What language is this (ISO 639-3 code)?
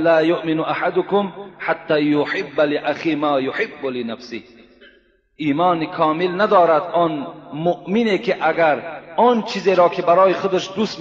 tgk